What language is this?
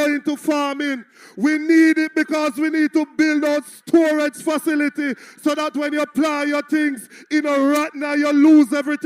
Jamaican Creole English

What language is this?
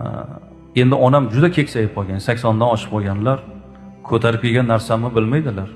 Uzbek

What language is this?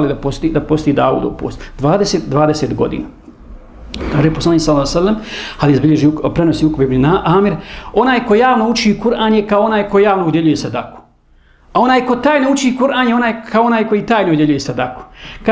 Bosnian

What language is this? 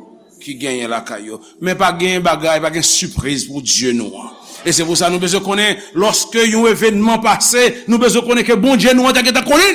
Haitian Creole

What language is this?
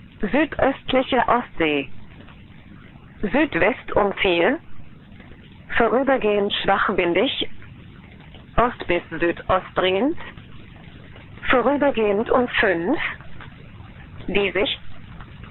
German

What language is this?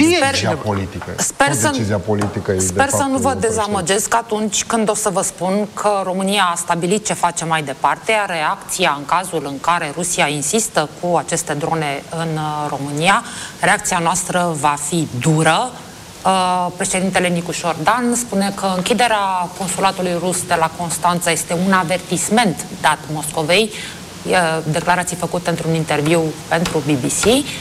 Romanian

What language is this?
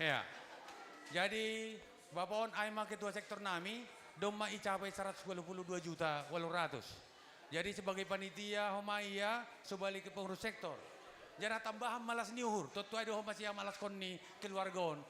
Batak Simalungun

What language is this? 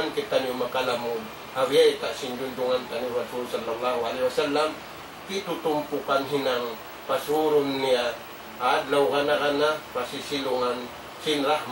Tausug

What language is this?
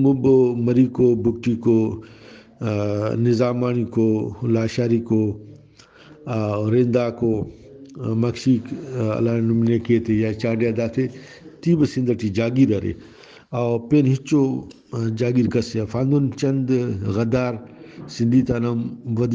Brahui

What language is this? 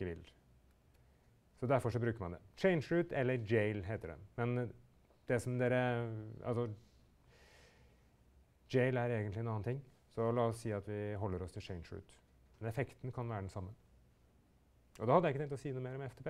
Norwegian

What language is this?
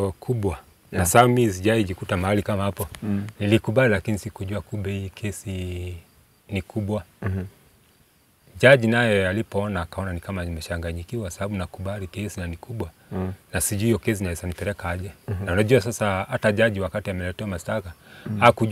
Swahili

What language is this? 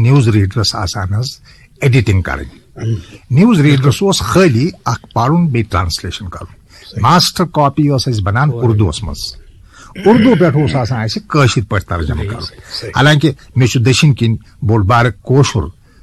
Kashmiri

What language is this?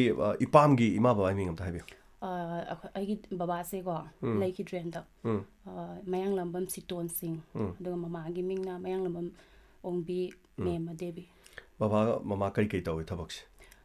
Manipuri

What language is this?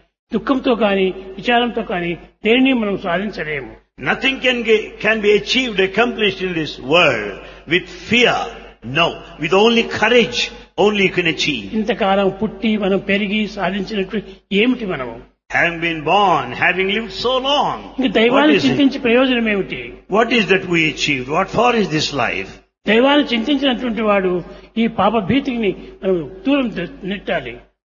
Telugu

